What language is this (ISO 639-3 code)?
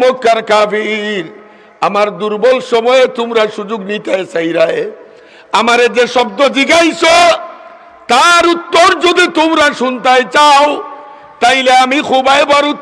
syl